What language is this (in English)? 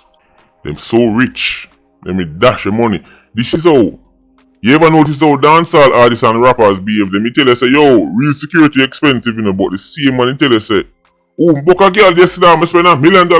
Jamaican Creole English